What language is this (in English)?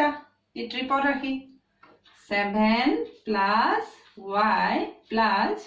Assamese